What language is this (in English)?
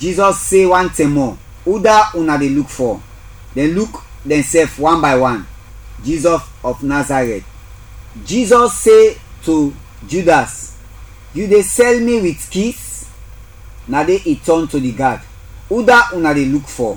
Krio